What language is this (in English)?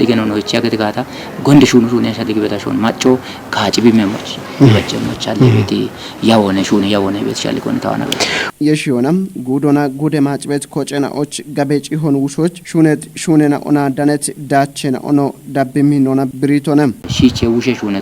Kafa